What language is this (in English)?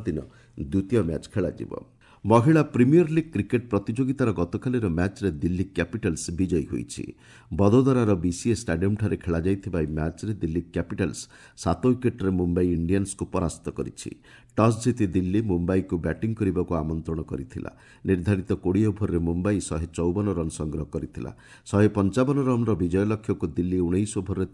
Odia